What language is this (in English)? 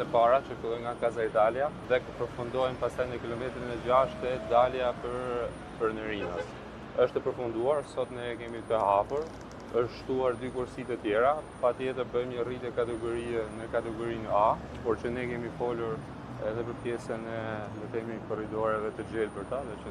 Albanian